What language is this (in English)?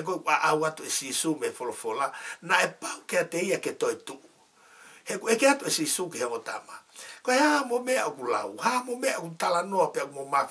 Tongan